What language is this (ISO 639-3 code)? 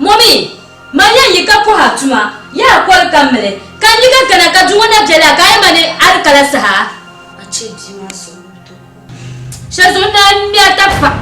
dag